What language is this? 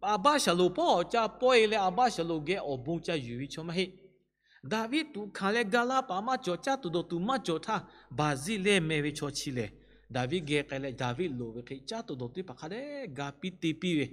Lahu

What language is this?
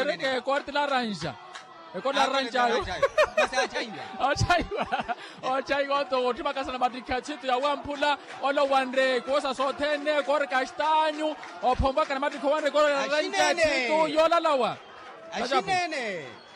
Makhuwa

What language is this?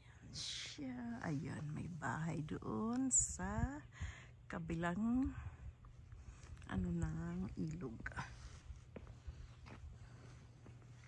Filipino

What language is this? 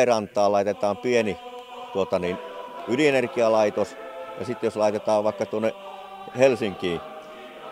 Finnish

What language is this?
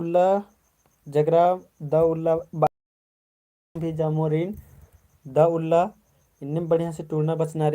Kurukh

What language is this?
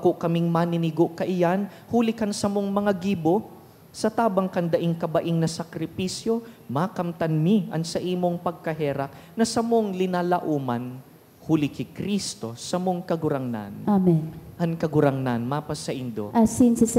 Bikol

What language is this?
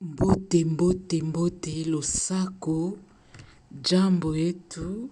Lingala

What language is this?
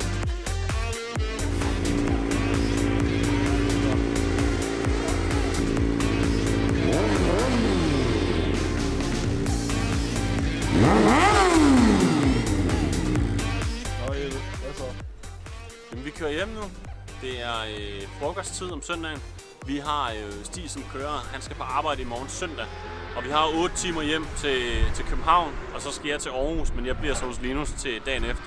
Danish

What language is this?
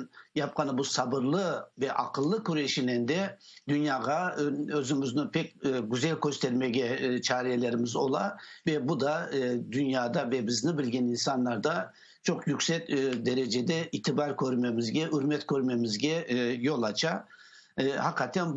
Crimean Tatar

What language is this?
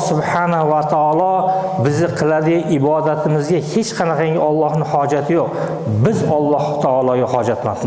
Uzbek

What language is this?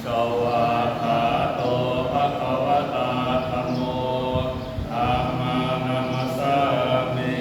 Pali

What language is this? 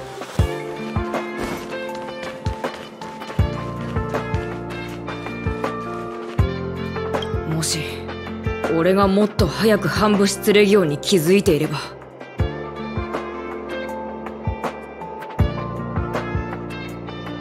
Japanese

